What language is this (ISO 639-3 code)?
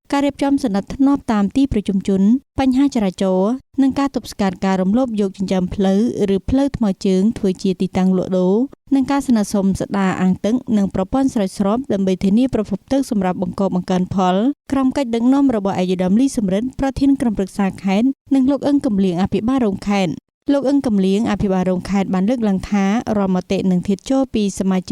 khm